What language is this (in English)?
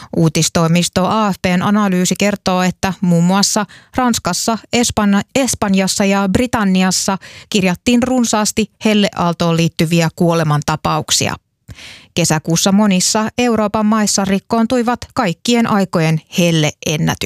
Finnish